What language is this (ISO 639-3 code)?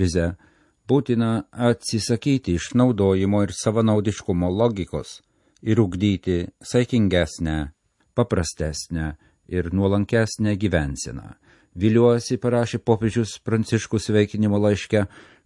lit